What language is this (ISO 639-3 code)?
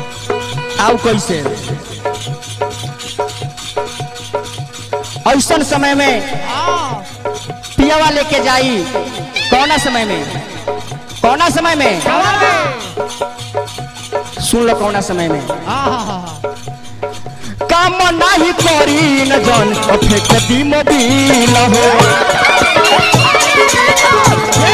bho